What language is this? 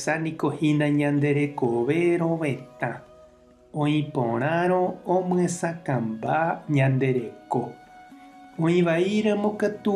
Guarani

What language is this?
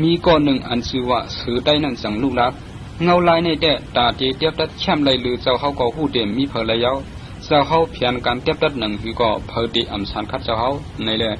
Shan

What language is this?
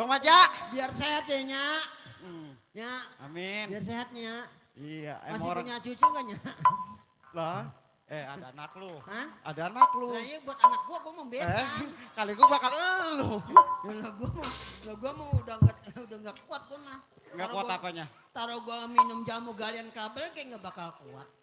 Betawi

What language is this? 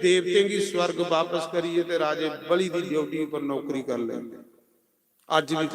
Dogri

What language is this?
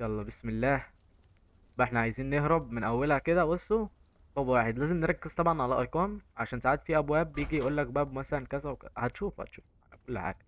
Egyptian Arabic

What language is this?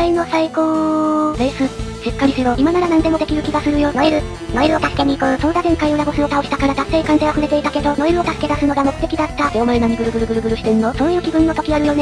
Japanese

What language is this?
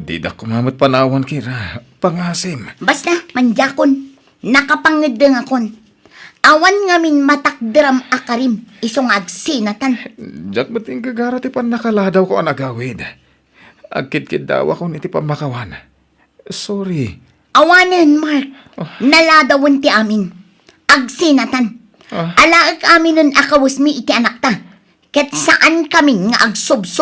Iloko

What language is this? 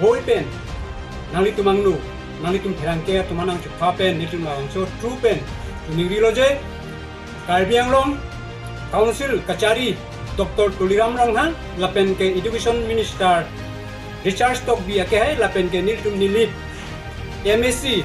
Karbi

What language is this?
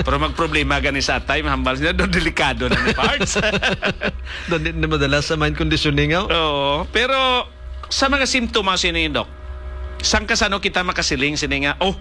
Hiligaynon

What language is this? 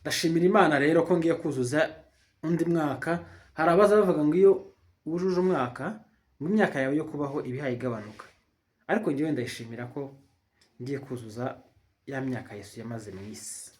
Kinyarwanda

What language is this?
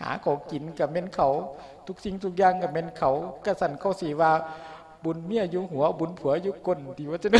Lao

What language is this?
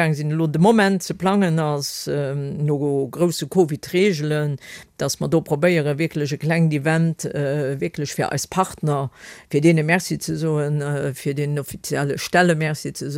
Luxembourgish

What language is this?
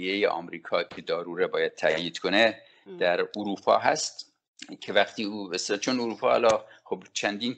Persian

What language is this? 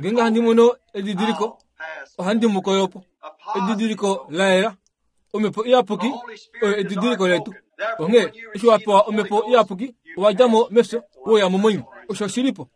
Kuanyama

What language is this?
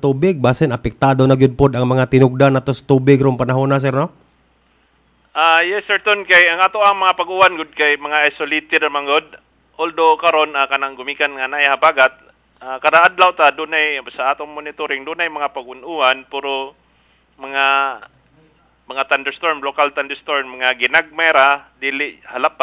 Cebuano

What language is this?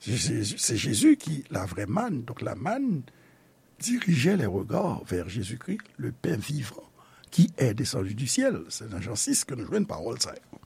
Haitian Creole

